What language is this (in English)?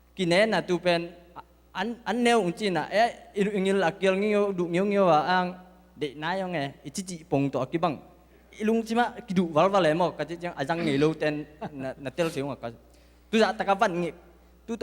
Tedim Chin